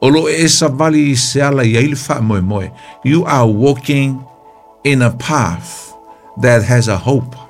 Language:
Samoan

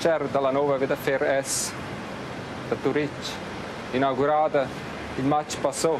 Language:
Romansh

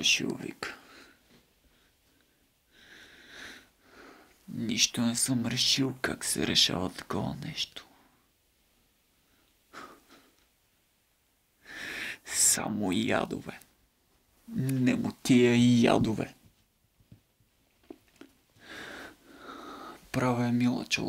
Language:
Bulgarian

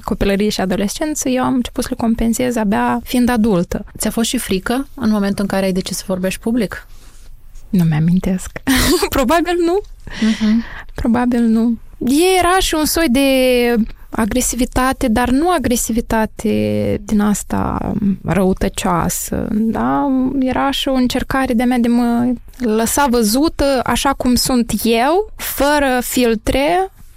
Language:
Romanian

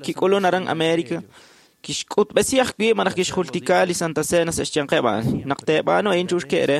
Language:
Kekchí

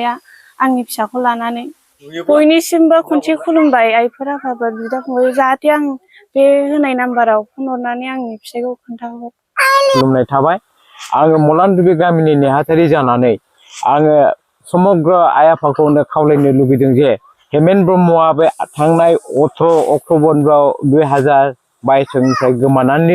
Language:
Bodo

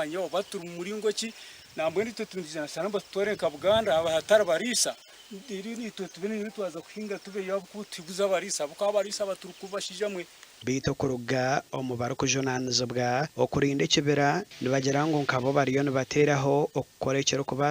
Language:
Nyankole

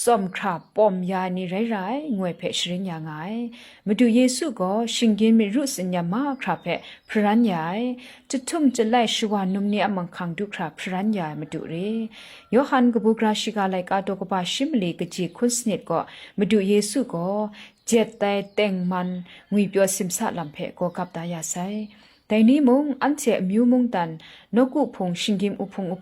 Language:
Kachin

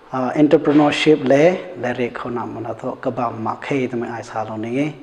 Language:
Rongmei Naga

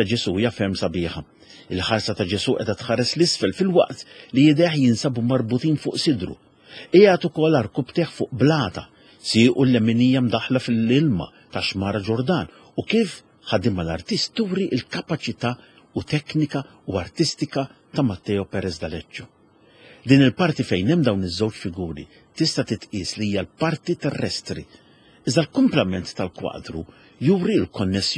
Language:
Maltese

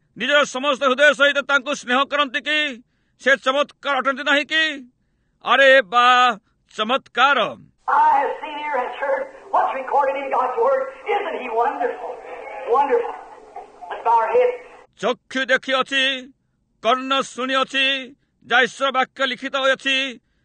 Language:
Odia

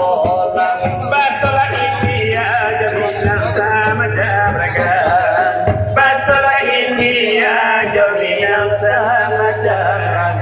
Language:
Minangkabau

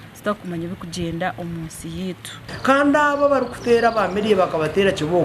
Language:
Nyankole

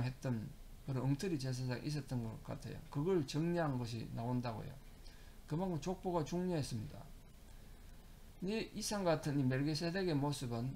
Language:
Korean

